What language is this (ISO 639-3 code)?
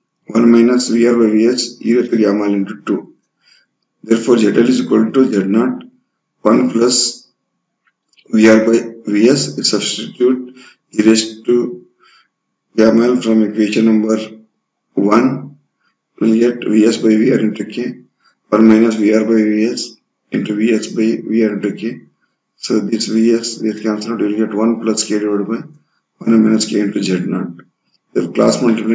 eng